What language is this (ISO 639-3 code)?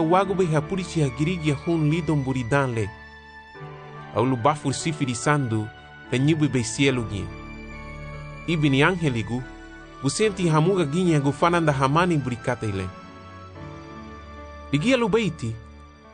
cab